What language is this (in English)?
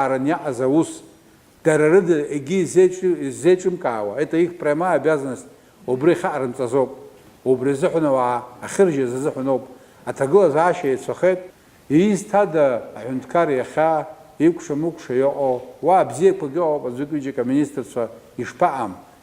Abkhazian